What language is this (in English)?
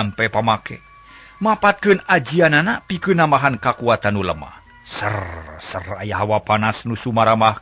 Sundanese